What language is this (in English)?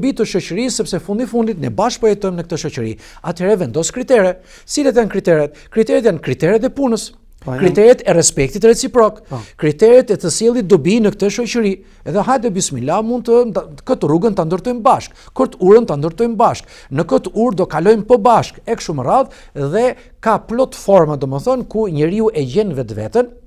Albanian